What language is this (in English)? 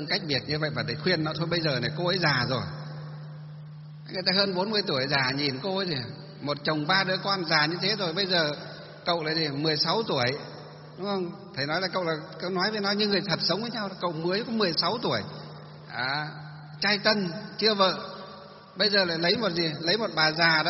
Vietnamese